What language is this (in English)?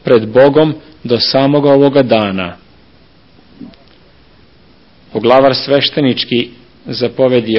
Serbian